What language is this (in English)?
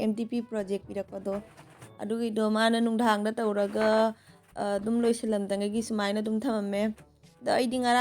Manipuri